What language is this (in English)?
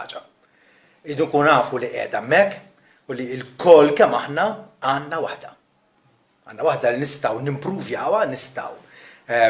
Maltese